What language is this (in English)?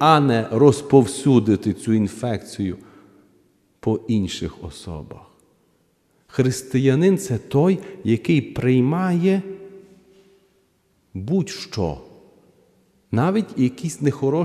Ukrainian